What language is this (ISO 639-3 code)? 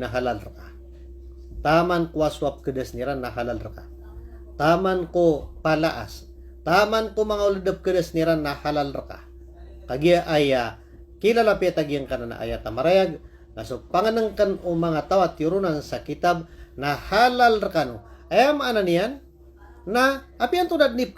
mrw